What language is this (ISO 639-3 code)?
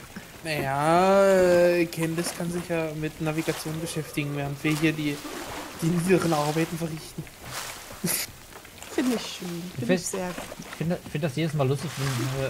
deu